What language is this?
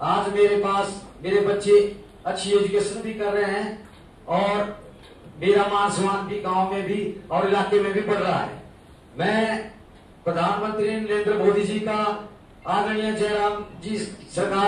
Hindi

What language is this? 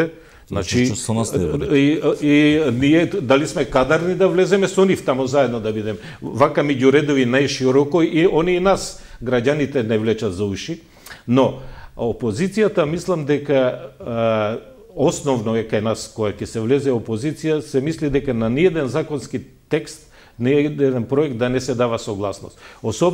Macedonian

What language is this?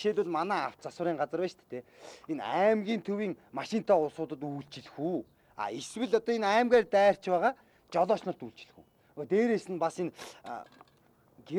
Mongolian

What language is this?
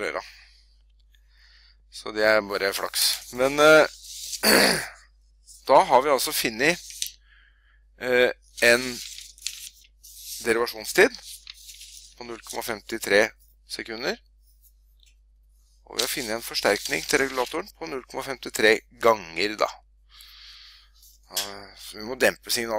Norwegian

